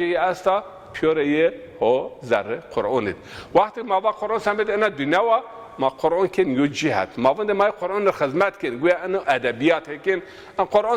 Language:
Zaza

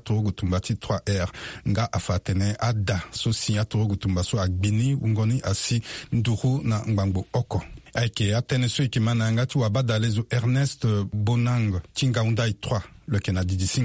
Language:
Sango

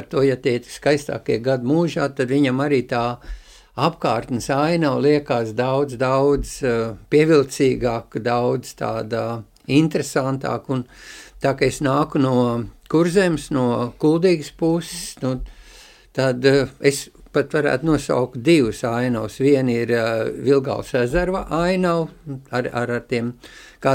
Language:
Latvian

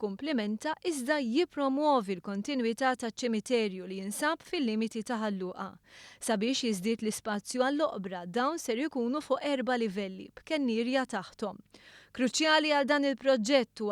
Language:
Maltese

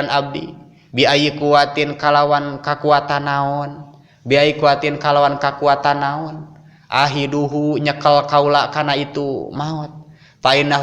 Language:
Sundanese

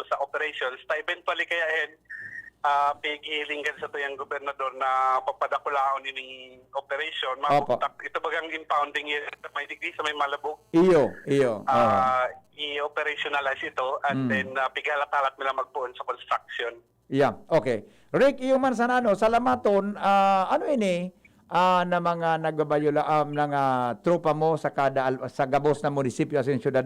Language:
Bikol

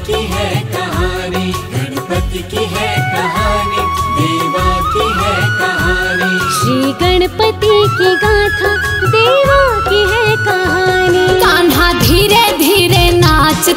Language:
Hindi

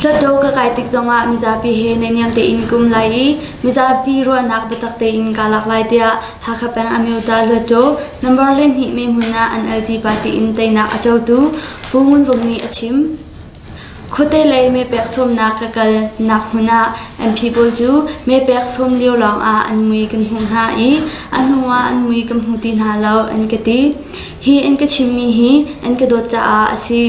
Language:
Hakha Chin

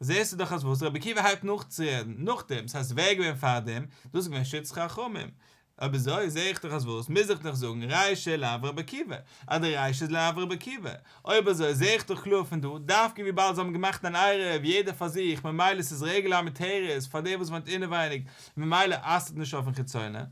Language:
Yiddish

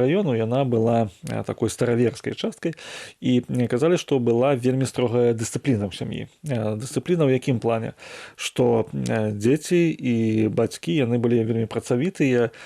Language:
Belarusian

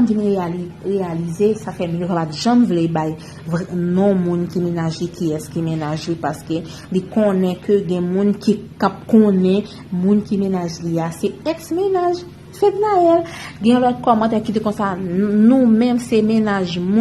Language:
Haitian Creole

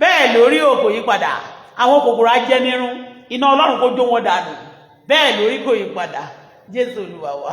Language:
Yoruba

